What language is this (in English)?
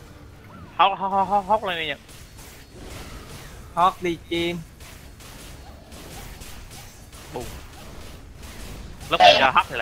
Vietnamese